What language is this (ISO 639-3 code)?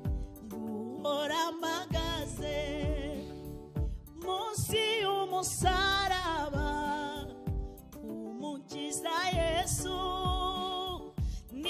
kin